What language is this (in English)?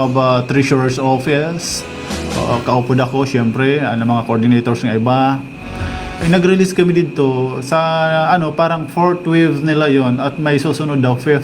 Waray